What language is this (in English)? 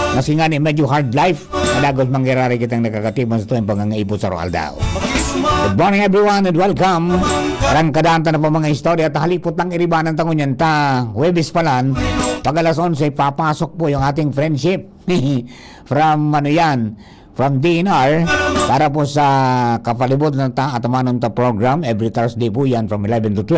Bikol